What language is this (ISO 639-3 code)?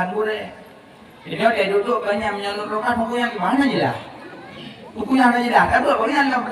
ace